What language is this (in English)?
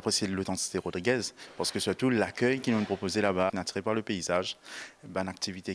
Morisyen